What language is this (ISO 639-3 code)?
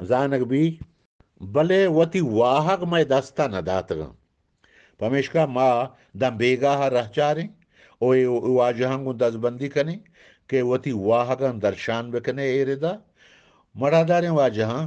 bgp